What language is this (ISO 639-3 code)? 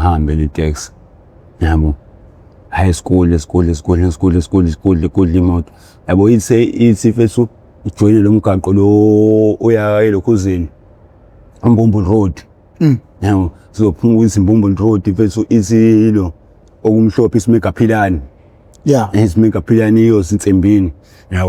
zul